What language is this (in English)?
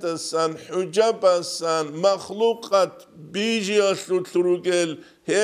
Avaric